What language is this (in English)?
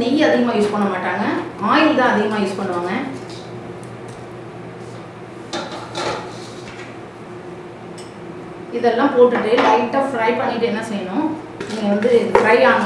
Tamil